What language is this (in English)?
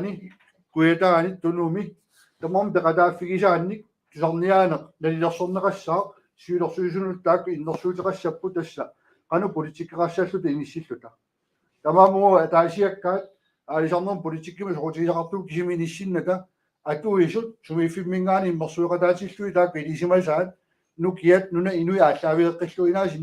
Kalaallisut